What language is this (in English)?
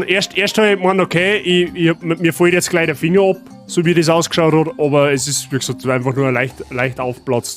Bavarian